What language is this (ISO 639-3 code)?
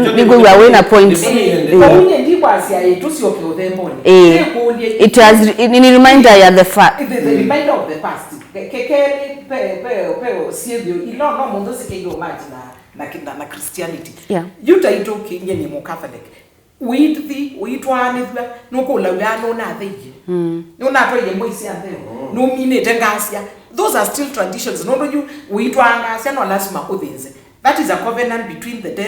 kam